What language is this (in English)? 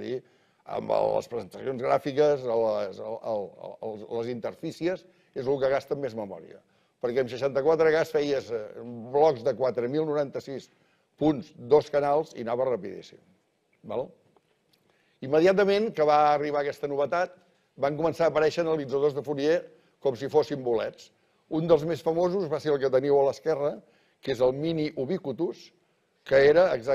Catalan